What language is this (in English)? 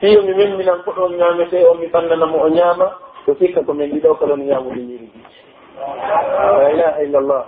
Pular